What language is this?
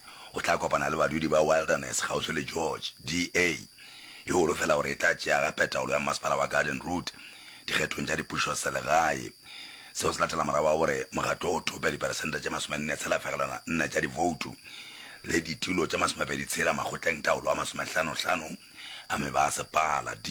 Northern Sotho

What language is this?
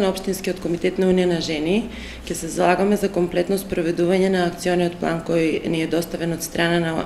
Macedonian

